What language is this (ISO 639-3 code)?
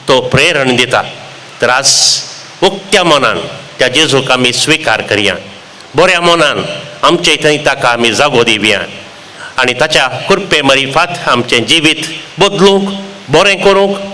kok